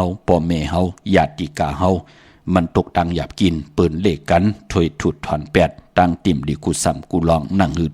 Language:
Shan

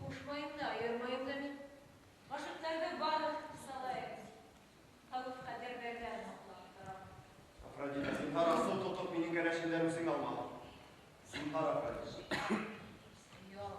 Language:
Bashkir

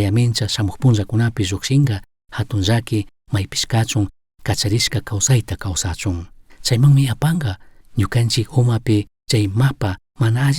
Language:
Chimborazo Highland Quichua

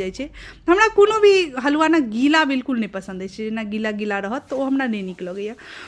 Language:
Maithili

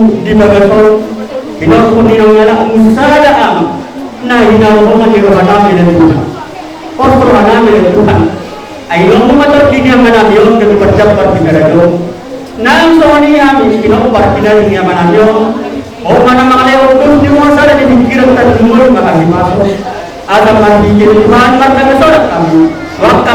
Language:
Batak Toba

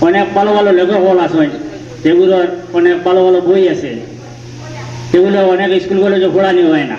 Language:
Sylheti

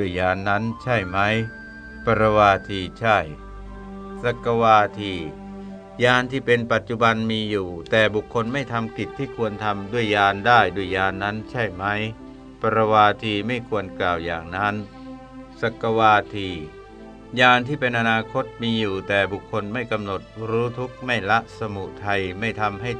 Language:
Thai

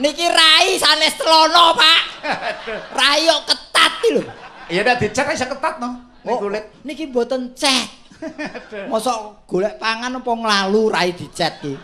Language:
Javanese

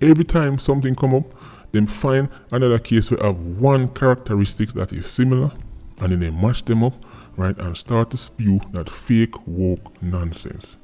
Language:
Jamaican Creole English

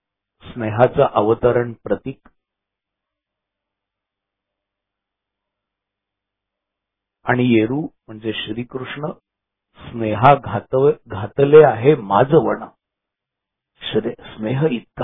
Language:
Marathi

